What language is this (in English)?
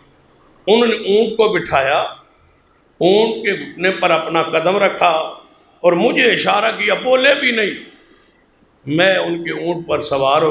Urdu